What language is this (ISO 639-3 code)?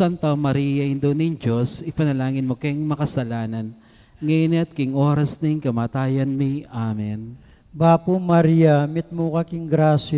pam